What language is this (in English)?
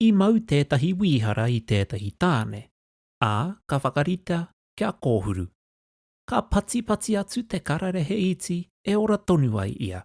Māori